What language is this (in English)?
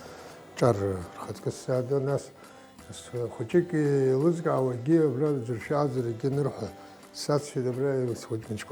Abkhazian